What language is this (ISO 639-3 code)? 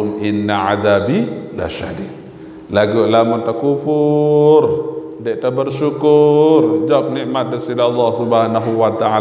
sas